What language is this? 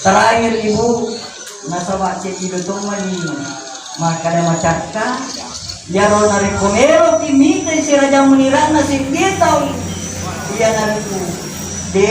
Buginese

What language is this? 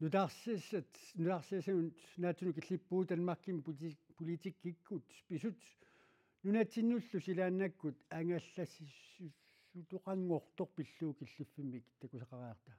Kalaallisut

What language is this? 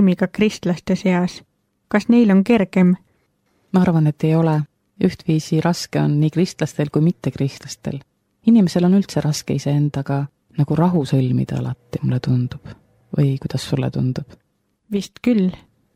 Estonian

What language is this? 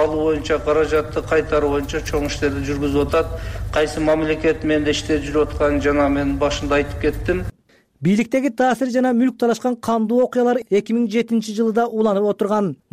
Kyrgyz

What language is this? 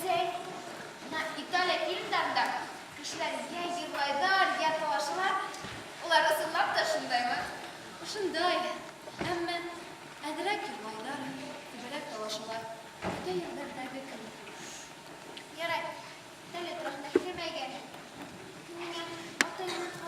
Bashkir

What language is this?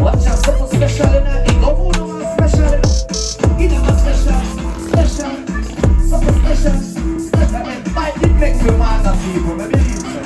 Jamaican Creole English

